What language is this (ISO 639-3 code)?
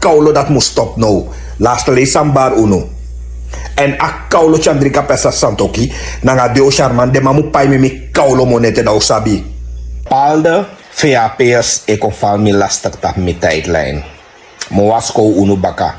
srn